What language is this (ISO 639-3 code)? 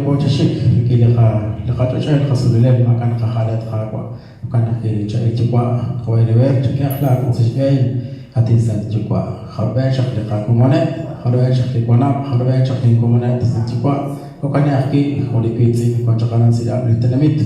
kek